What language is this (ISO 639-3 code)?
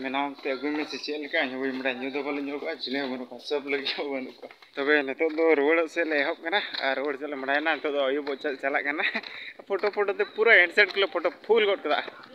sat